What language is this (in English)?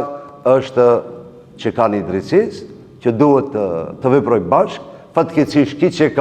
Albanian